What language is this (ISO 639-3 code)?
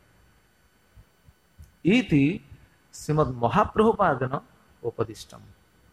ori